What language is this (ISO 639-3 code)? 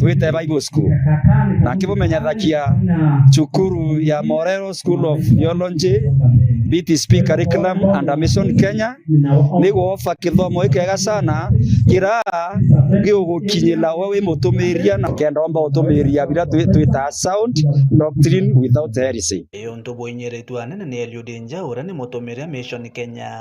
mer